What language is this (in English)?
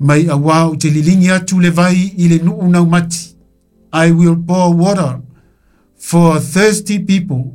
Samoan